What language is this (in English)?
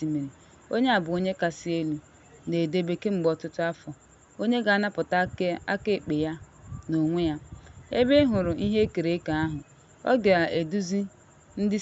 Igbo